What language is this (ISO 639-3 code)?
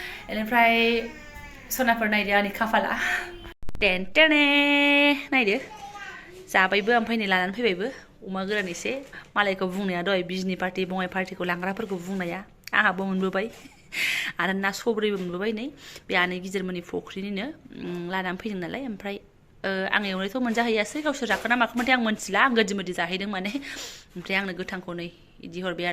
brx